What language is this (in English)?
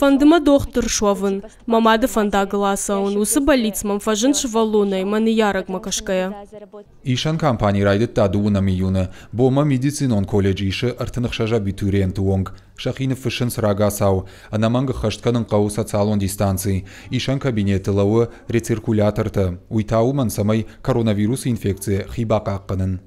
Ossetic